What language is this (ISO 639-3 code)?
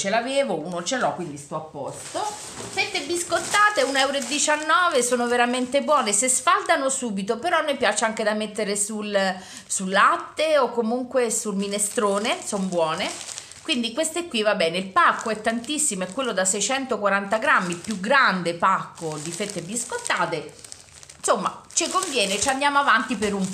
ita